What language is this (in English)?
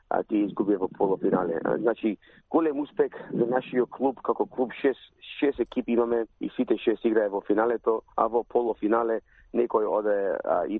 Macedonian